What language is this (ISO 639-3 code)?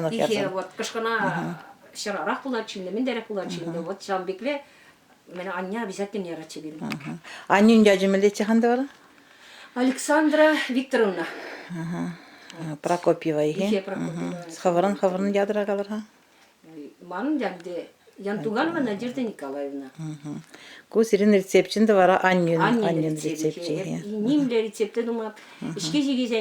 chv